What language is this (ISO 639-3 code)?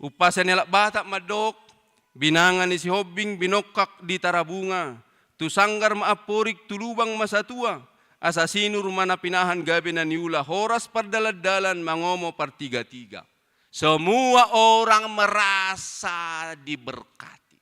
bbc